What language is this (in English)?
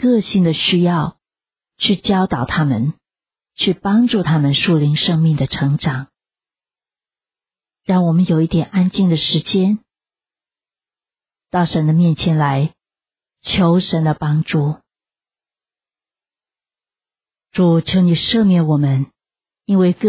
Chinese